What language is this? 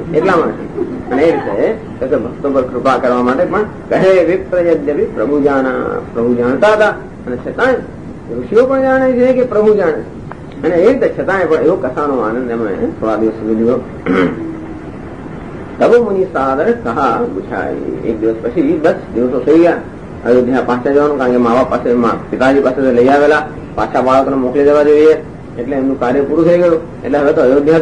Gujarati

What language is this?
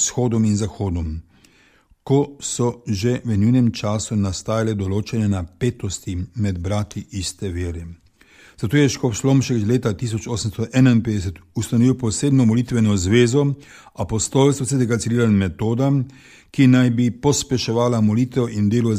Slovenian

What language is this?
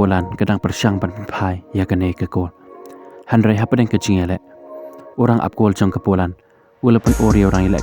Khasi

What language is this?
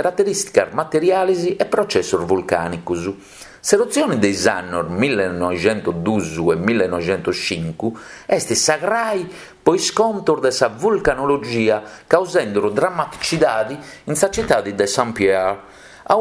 Sardinian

